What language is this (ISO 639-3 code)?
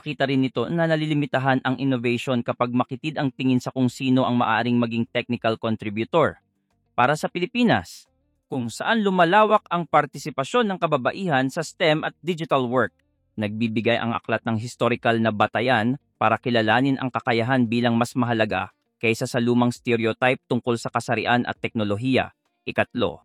fil